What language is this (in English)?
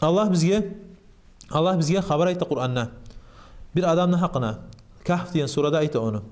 Kumyk